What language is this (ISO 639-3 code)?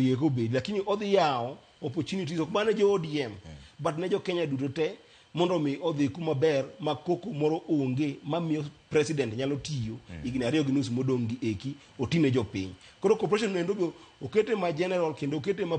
luo